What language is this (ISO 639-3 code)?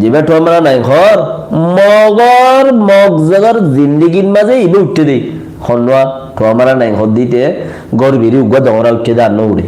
rhg